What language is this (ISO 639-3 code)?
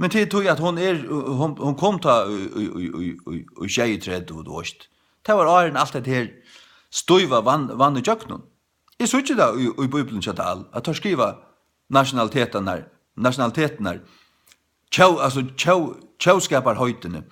fao